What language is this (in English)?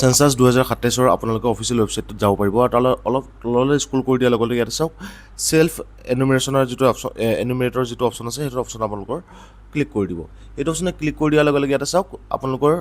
Assamese